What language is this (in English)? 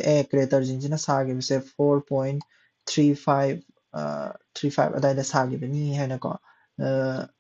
Manipuri